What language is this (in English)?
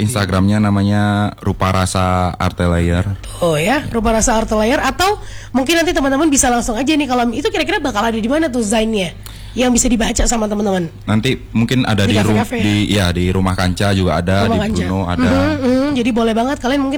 Indonesian